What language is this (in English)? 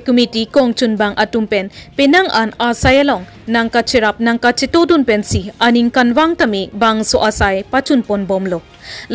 Karbi